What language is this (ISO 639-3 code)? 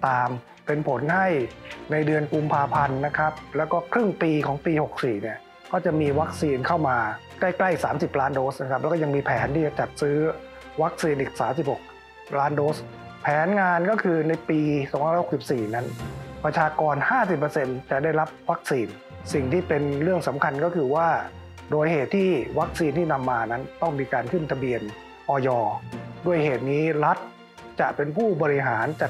tha